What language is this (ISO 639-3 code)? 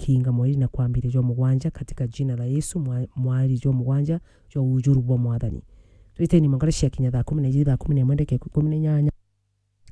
mer